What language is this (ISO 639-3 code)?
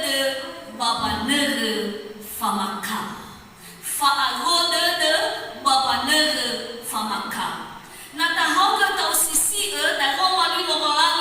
nia